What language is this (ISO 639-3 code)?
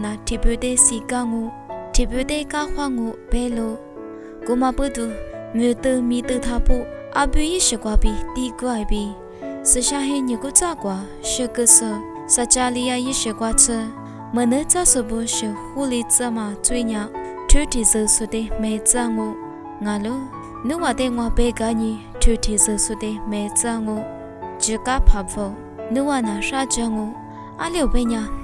lis